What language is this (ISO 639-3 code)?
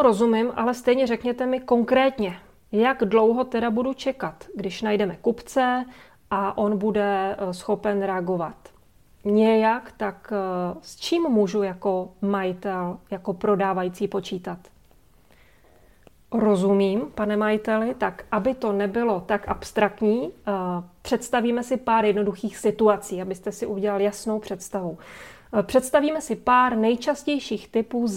ces